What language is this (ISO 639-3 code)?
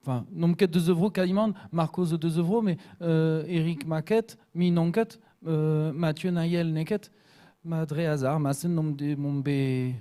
bre